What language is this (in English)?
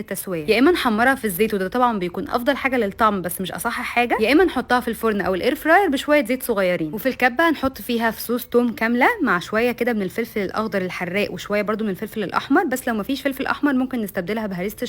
Egyptian Arabic